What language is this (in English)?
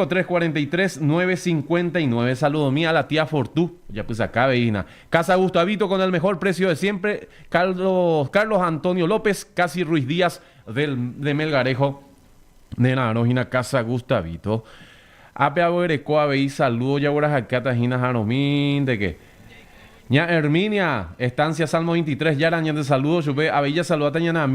Guarani